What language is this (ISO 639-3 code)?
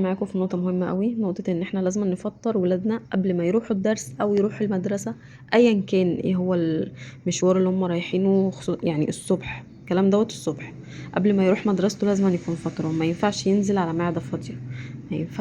arz